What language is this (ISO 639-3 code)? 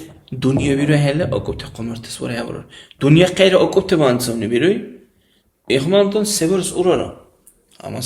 dar